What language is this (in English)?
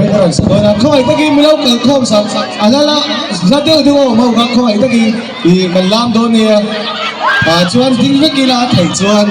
Mizo